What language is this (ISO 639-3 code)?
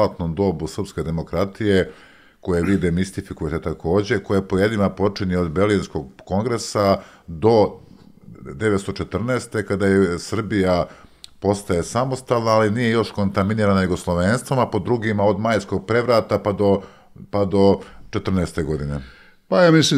srp